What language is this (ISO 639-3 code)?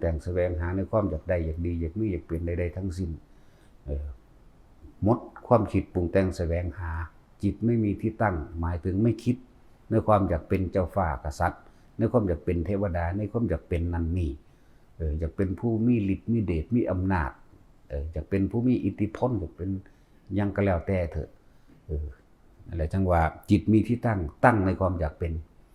tts